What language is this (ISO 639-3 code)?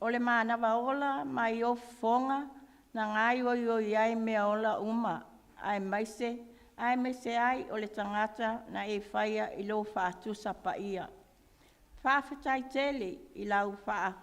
smo